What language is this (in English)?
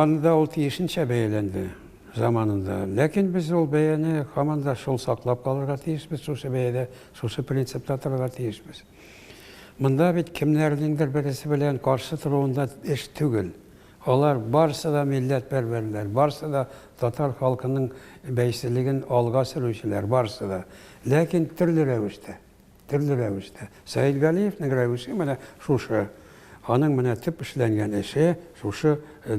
Tatar